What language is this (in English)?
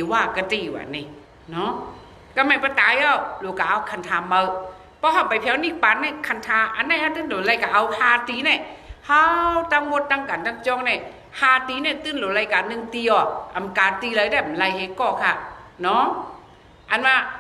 Shan